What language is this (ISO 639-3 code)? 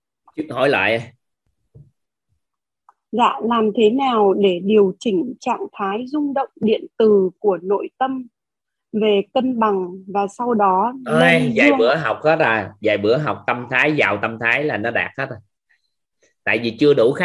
vie